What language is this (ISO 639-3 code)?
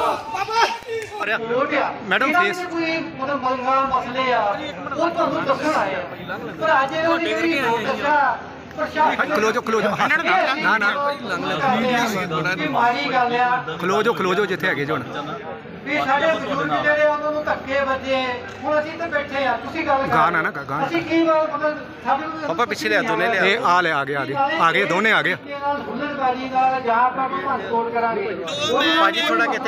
pan